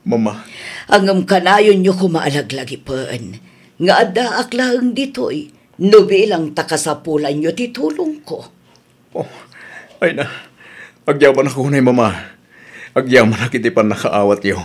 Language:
Iloko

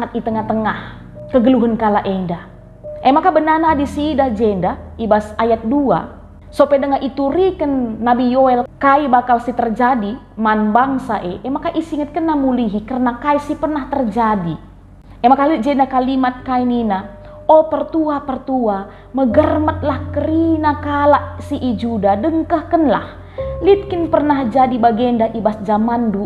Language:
Batak Karo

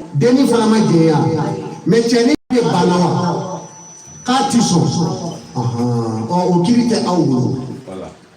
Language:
Bambara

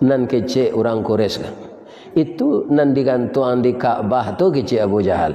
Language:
Minangkabau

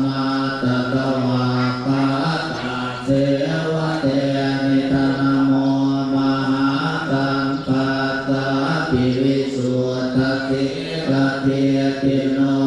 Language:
Pali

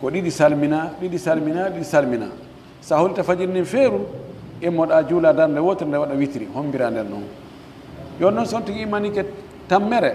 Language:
Pular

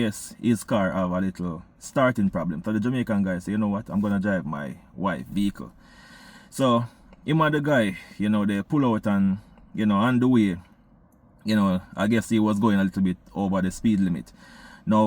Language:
Jamaican Creole English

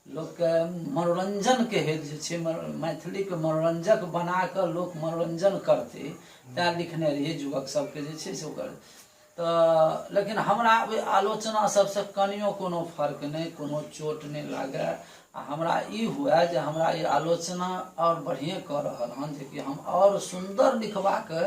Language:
Maithili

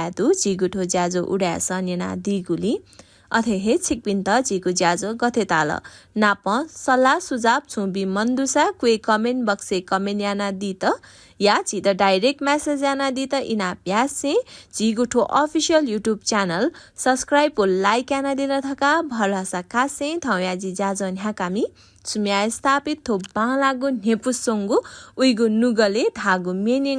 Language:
Newari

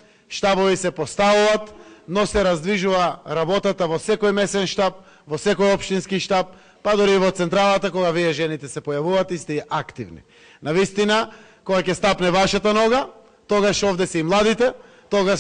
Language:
Macedonian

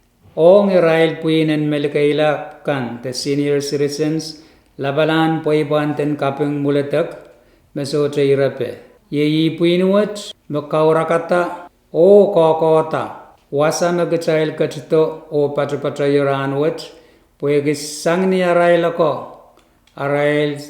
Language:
Pohnpeian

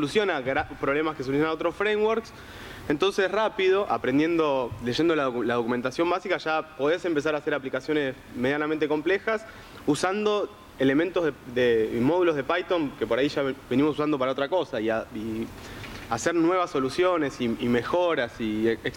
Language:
Spanish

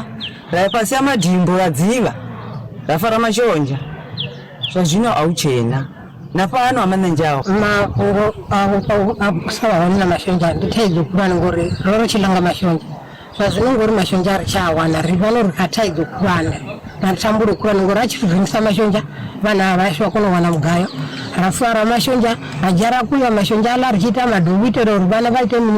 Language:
Venda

